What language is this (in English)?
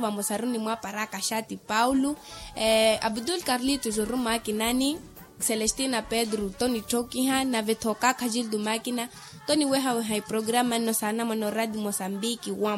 Makhuwa